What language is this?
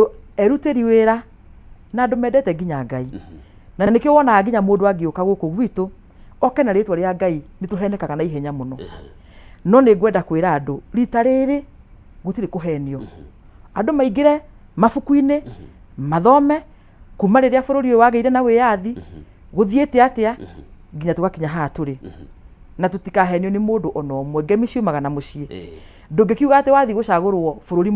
Kikuyu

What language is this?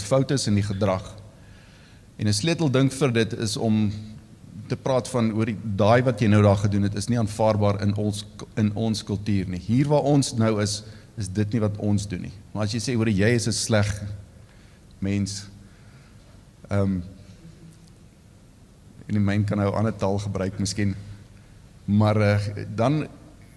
Afrikaans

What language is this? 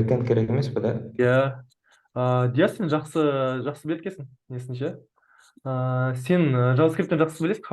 Kazakh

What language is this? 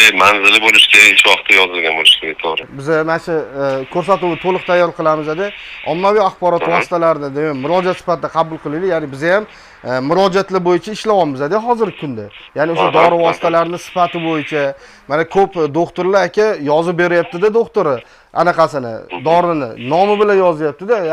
Uzbek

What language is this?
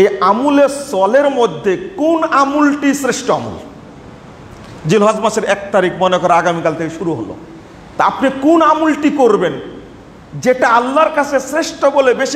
Bangla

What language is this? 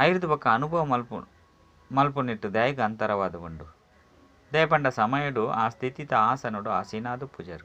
Tulu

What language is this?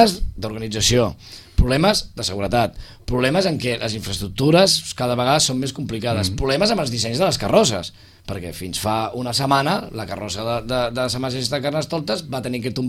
Catalan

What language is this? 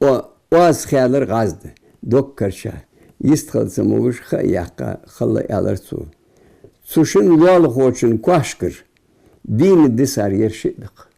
Ingush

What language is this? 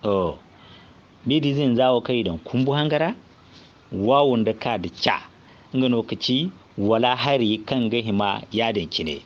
Zarma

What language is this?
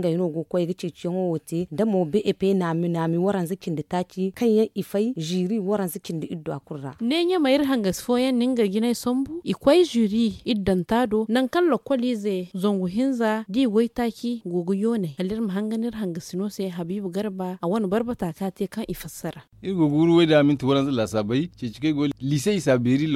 Zarma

